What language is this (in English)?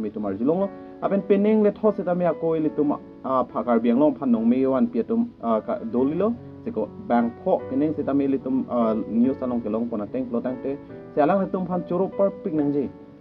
Karbi